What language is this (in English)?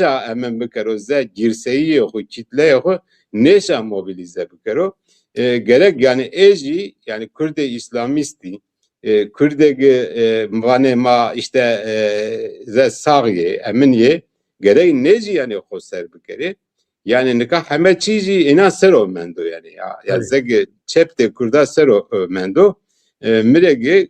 Zaza